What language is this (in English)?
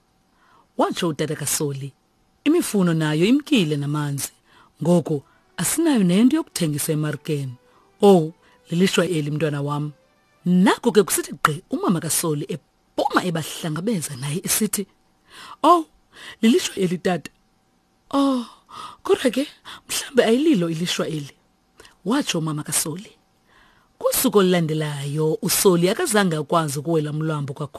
Xhosa